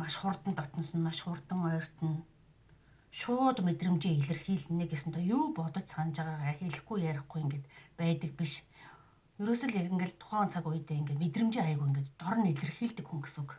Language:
Mongolian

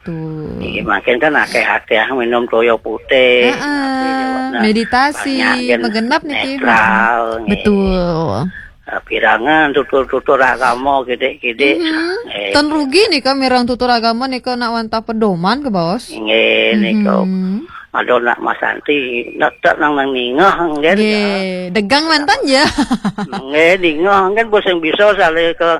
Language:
Balinese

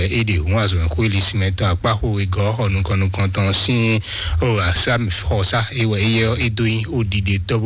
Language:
Fon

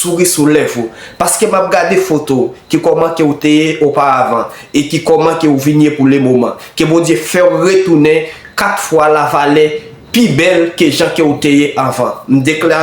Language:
Haitian Creole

